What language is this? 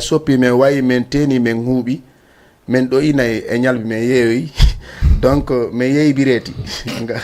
Fula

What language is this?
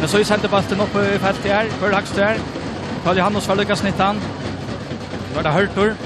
Faroese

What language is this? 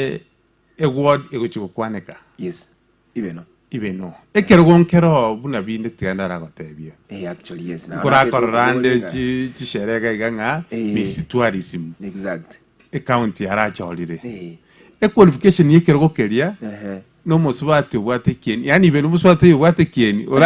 Gusii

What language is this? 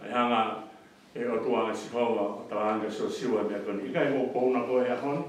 Tongan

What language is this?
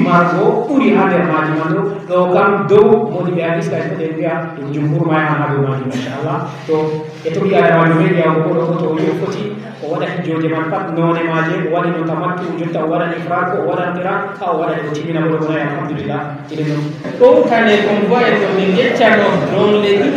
Fula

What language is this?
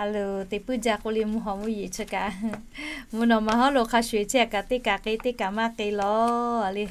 Lahu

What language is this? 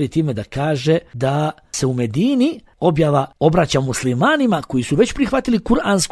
Bosnian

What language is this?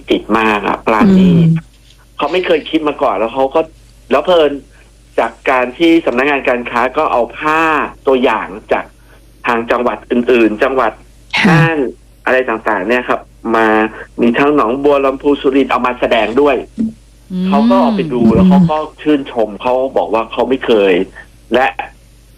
Thai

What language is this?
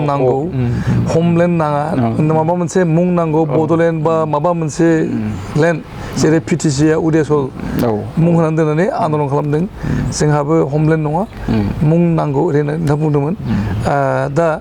Bodo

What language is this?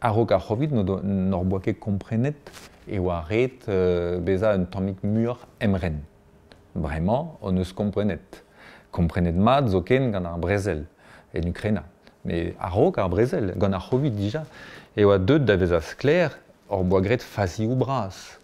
Breton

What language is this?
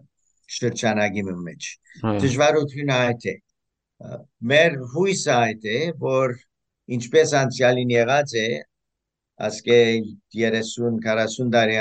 Western Armenian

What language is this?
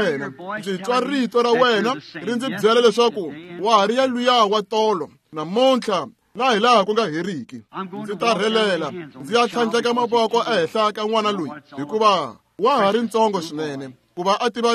Tsonga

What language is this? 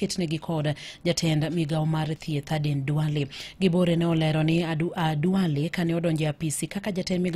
Luo (Kenya and Tanzania)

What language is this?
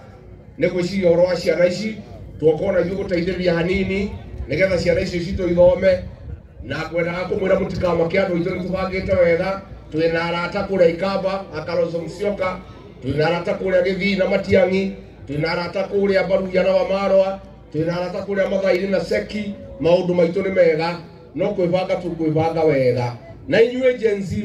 Kikuyu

